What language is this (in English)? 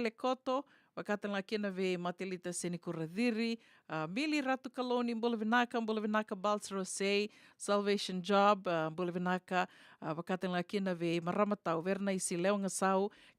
Fijian